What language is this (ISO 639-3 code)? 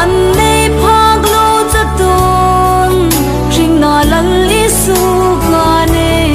hmr